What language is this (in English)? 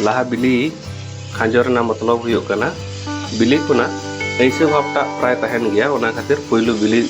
Santali